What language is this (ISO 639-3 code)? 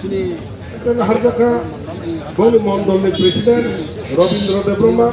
trp